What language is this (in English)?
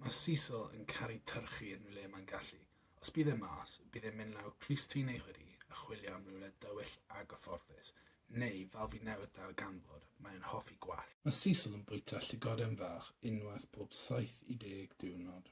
Welsh